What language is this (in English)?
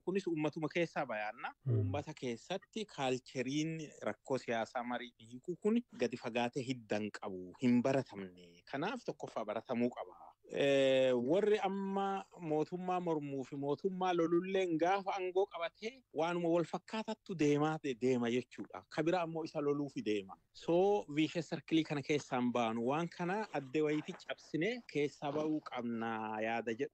Oromo